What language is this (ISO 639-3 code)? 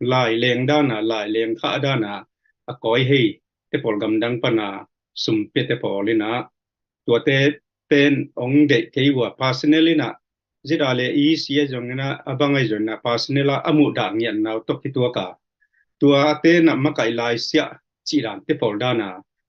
ctd